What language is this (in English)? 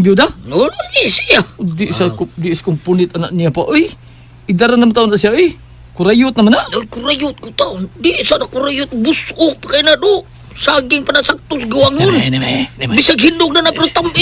Cebuano